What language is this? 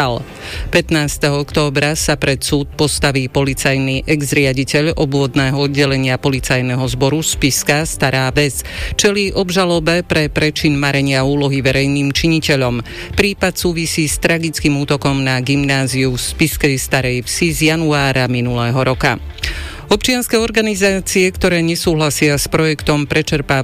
Slovak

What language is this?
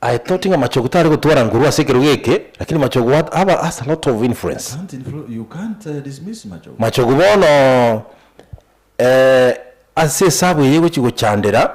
Gusii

